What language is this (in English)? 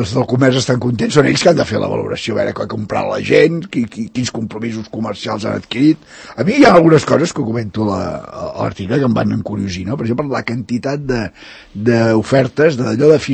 Catalan